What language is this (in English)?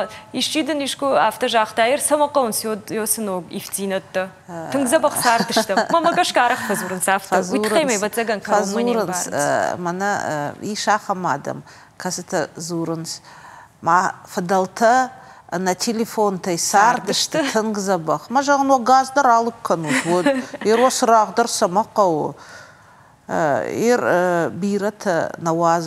Ossetic